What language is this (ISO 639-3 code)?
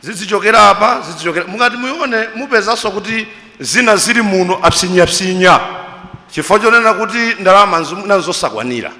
nya